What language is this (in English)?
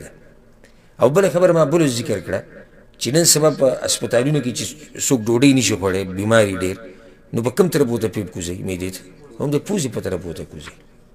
Pashto